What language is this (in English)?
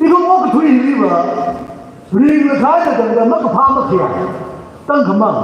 Tangkhul Naga (India)